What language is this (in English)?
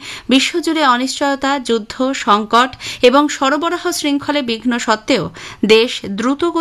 Bangla